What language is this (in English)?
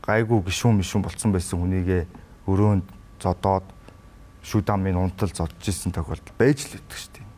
Mongolian